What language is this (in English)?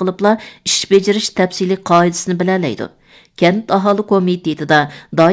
Uyghur